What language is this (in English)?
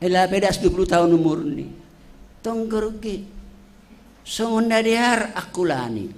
Batak Simalungun